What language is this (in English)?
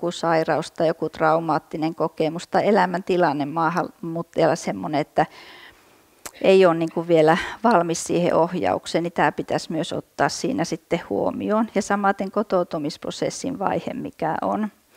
Finnish